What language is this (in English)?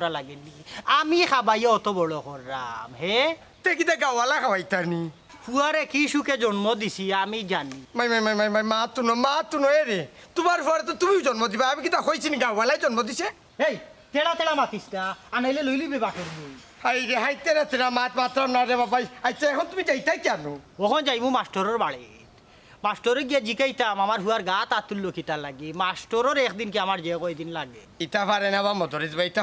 Sylheti